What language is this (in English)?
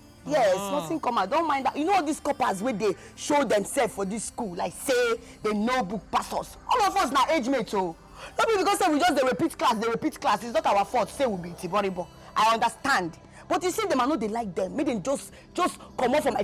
Nigerian Pidgin